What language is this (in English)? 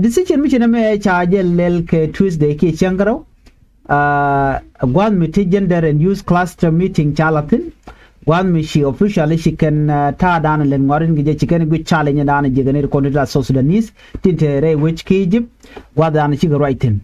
Nuer